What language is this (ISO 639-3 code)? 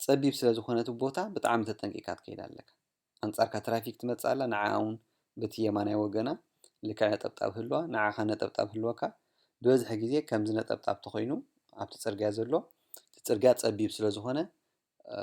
tir